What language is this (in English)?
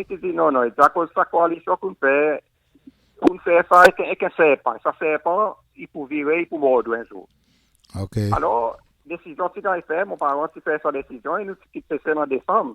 Seselwa Creole French